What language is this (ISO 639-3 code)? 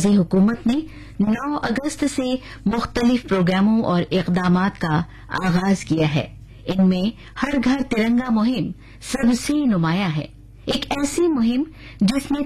urd